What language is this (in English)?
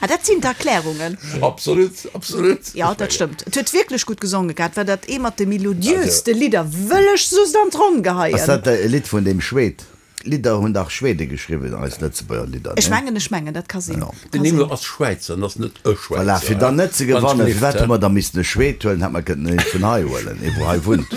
Luxembourgish